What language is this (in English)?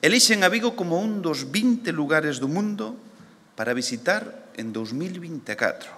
Galician